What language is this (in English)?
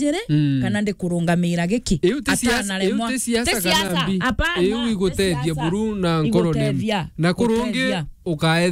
Meru